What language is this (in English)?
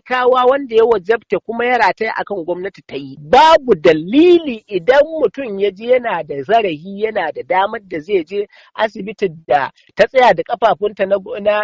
Hausa